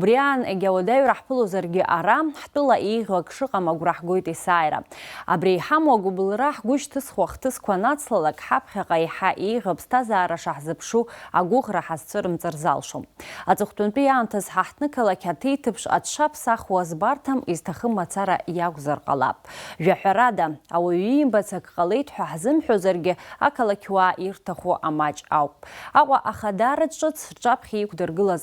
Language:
Abkhazian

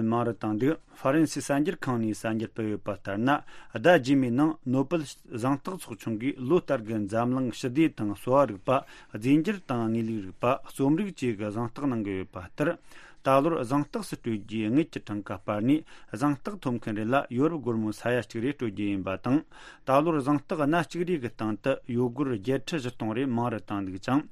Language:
Tibetan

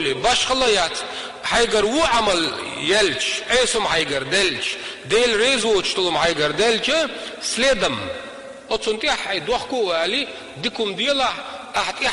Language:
Chechen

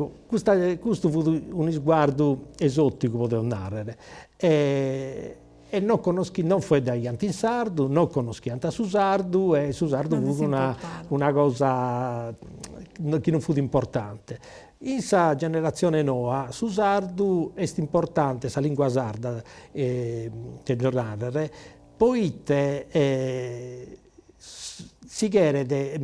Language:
Sardinian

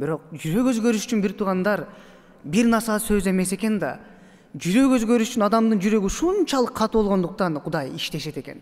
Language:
Kyrgyz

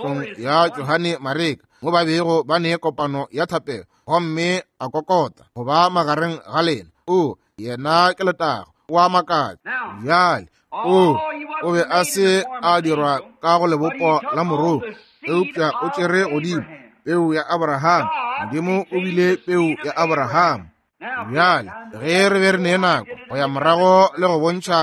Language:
Northern Sotho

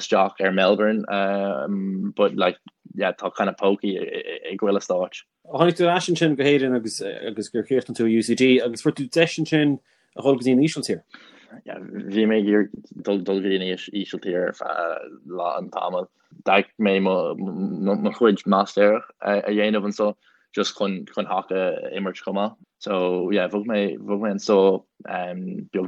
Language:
Irish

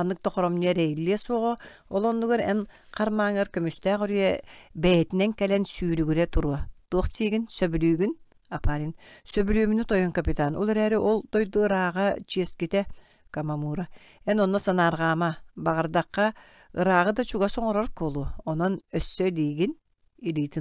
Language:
Yakut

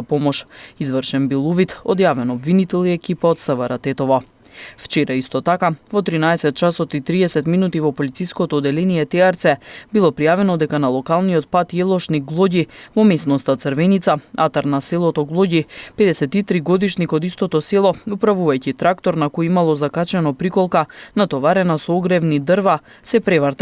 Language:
Macedonian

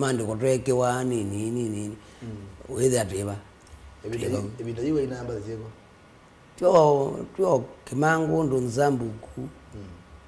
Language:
Kamba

